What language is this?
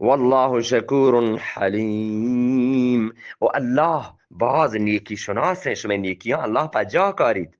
Eastern Balochi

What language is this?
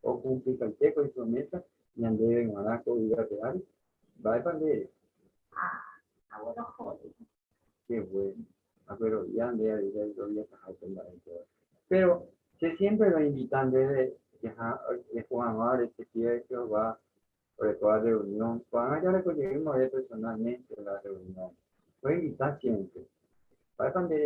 Guarani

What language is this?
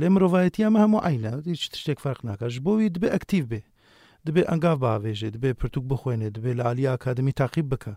Kurdish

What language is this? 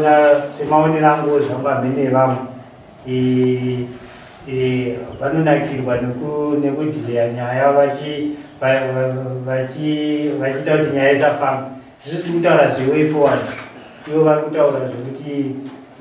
Shona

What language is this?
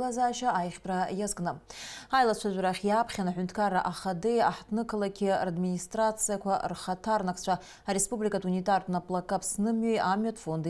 Abkhazian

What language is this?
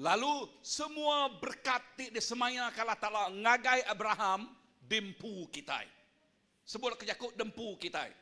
Iban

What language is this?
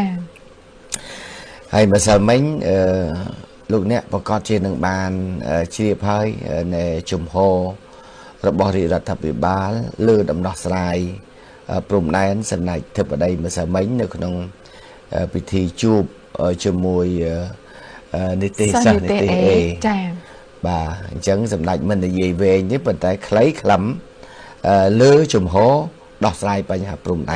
Khmer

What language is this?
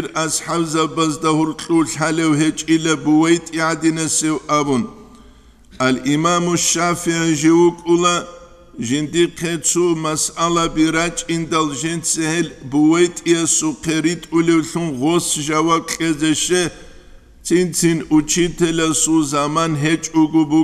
Avaric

